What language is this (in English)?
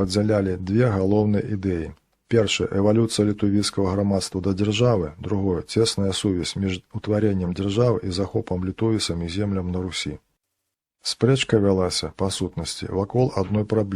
Belarusian